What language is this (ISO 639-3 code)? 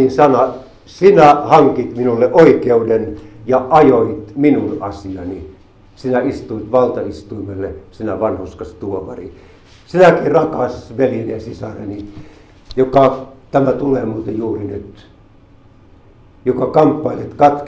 fin